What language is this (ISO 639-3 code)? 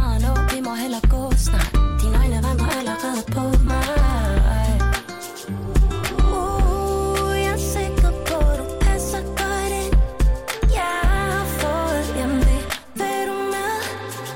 dan